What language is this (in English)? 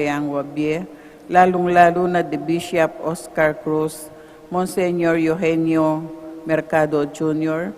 Pampanga